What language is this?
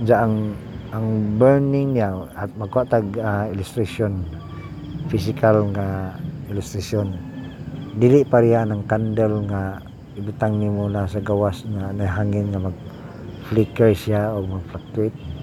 Cebuano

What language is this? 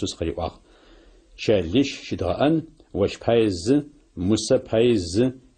Adyghe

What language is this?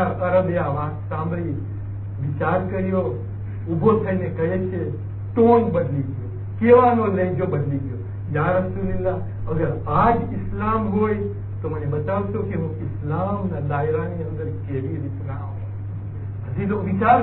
Gujarati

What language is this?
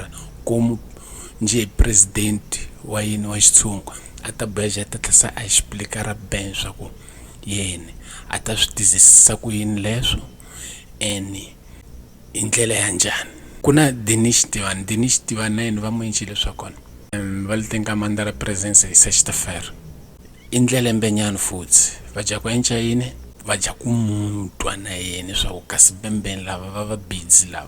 Tsonga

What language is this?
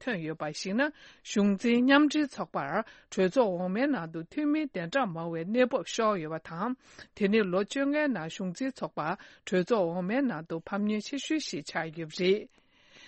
Tibetan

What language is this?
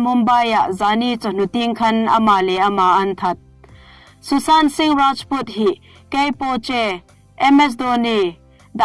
Hmar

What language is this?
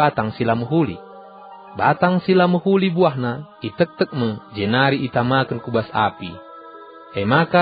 Batak Karo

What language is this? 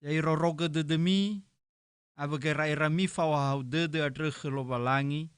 Nias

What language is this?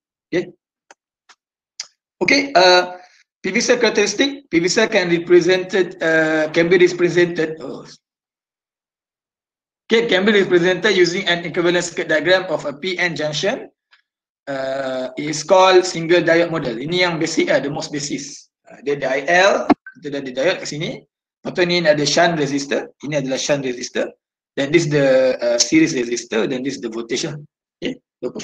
Malay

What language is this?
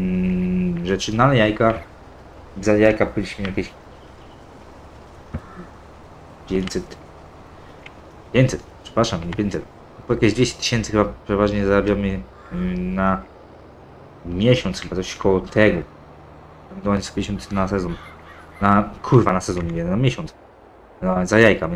Polish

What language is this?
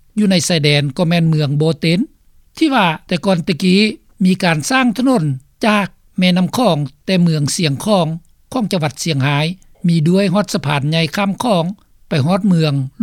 Lao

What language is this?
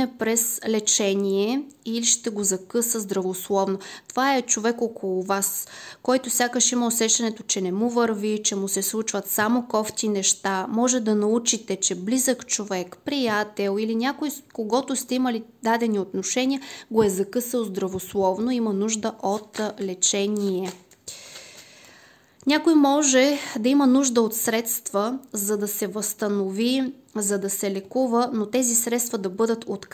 Bulgarian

